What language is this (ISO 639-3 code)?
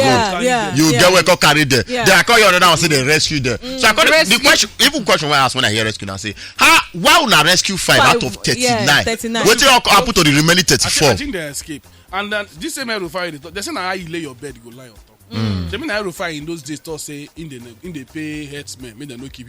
pcm